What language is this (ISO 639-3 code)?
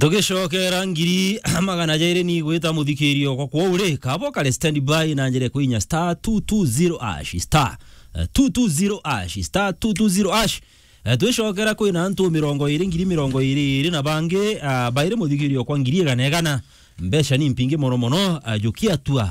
mer